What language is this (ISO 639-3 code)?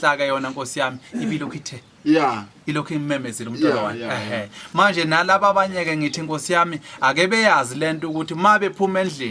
zul